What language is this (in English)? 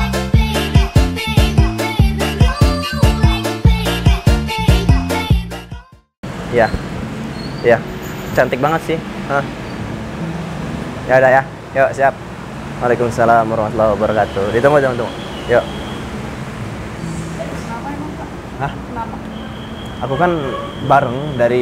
Indonesian